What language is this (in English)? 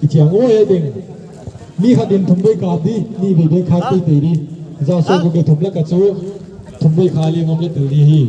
Paite Chin